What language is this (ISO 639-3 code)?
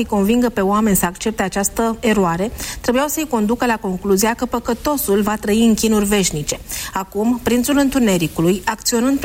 ron